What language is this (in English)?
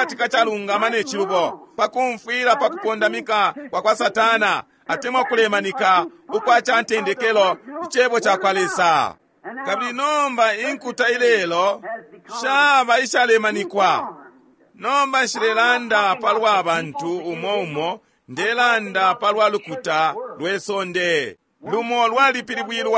Bemba